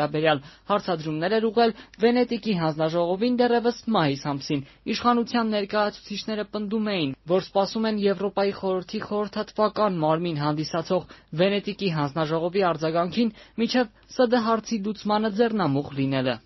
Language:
Armenian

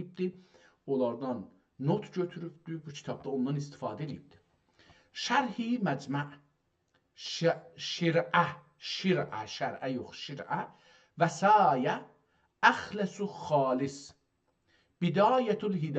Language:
South Azerbaijani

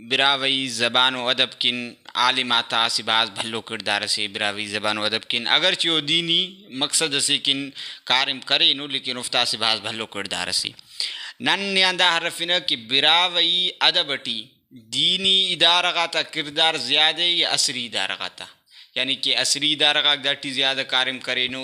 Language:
Brahui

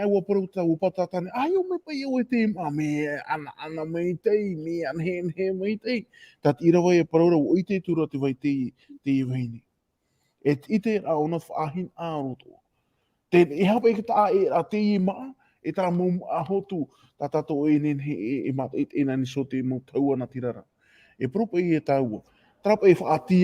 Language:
Tahitian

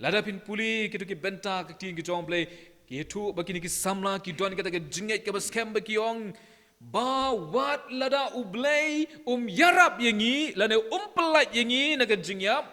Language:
Khasi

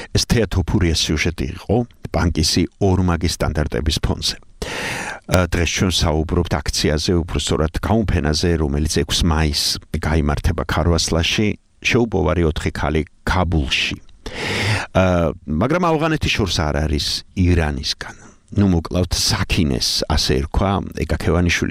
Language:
Georgian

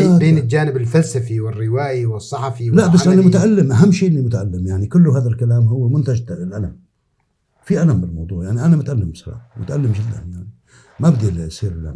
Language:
North Levantine Arabic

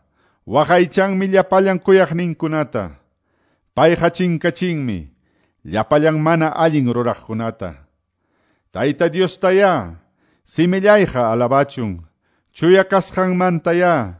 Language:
Quechua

